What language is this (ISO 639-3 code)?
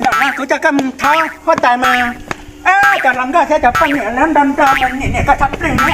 hmn